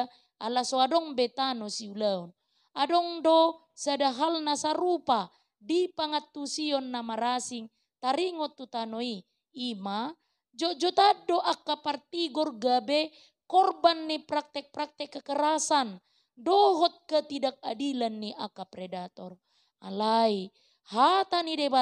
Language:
Batak Toba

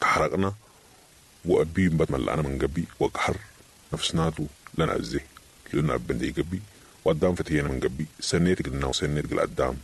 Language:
Sudanese Arabic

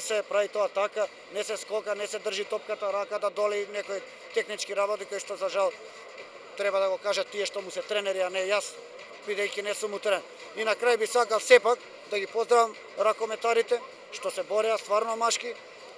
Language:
Macedonian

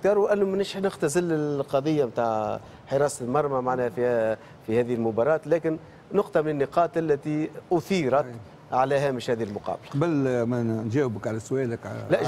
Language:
Tunisian Arabic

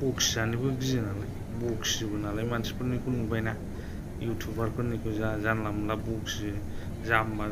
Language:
Bodo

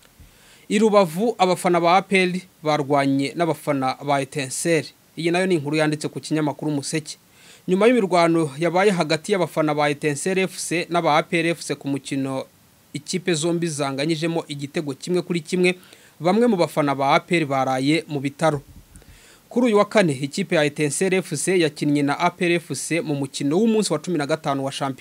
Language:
Kinyarwanda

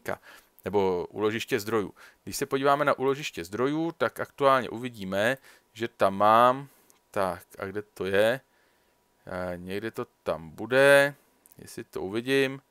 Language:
Czech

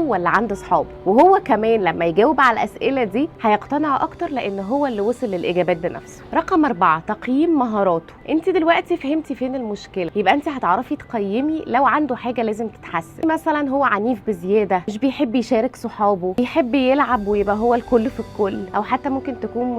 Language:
Egyptian Arabic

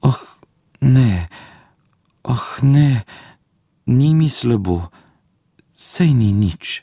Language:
Slovenian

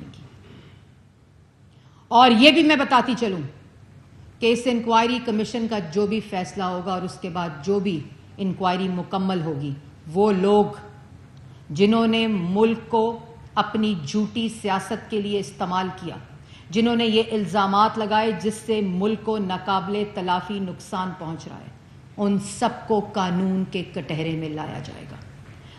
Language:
Urdu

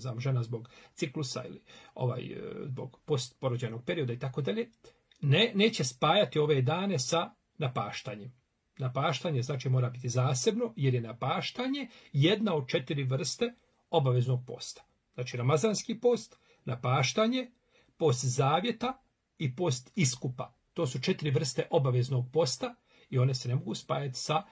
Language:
Bosnian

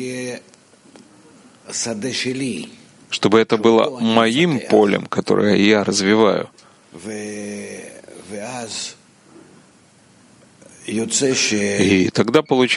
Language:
Russian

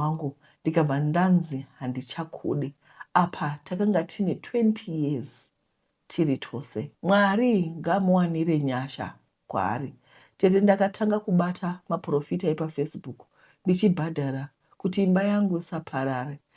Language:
Shona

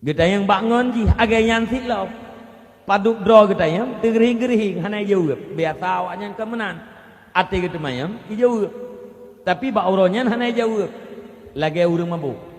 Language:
Achinese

